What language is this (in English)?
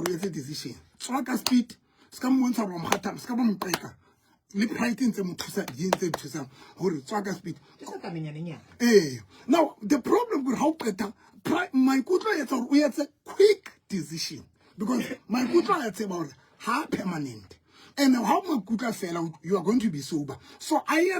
Southern Sotho